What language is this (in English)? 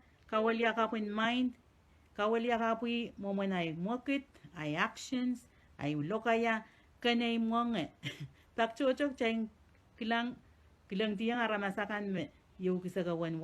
Pohnpeian